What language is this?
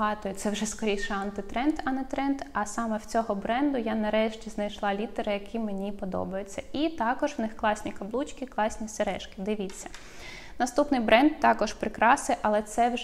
Ukrainian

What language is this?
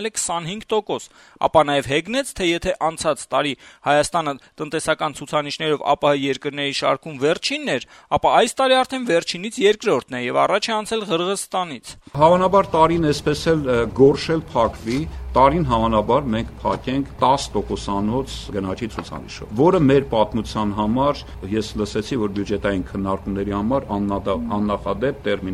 Armenian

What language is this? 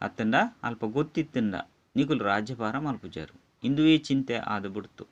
Tulu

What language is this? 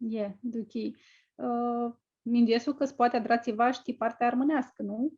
Aromanian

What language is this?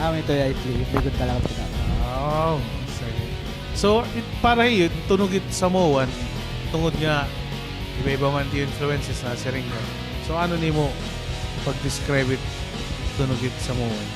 Waray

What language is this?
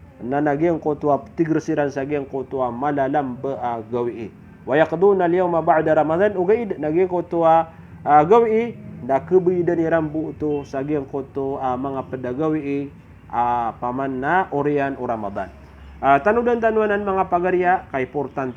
Maranao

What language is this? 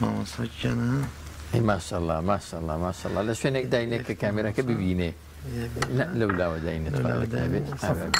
Central Kurdish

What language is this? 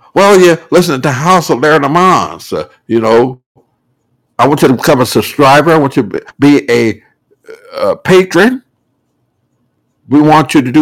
English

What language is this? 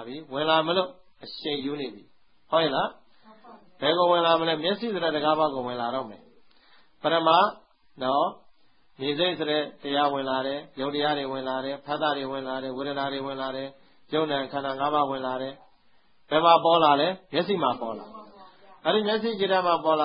Burmese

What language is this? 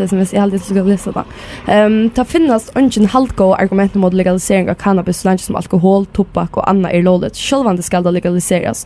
Faroese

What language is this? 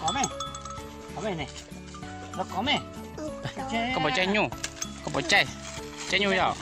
Hmong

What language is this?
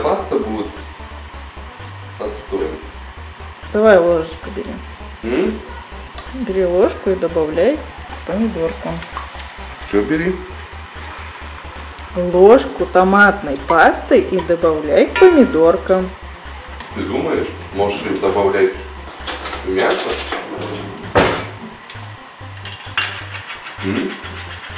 Russian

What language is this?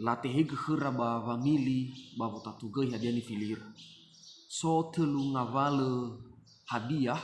Nias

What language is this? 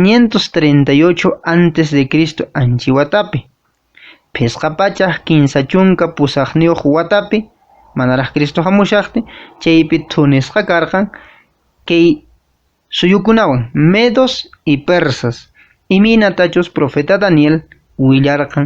Quechua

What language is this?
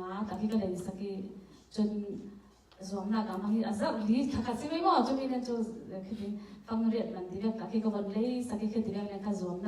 Falam Chin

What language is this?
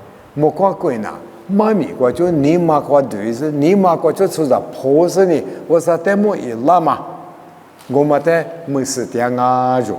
Lisu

